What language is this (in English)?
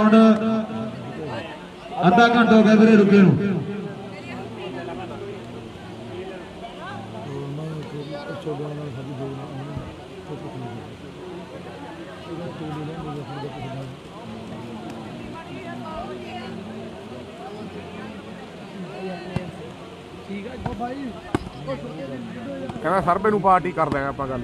Punjabi